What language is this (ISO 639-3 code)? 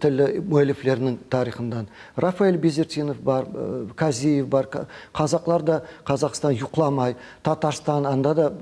crh